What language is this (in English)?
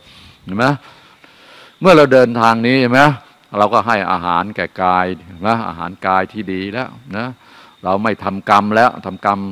Thai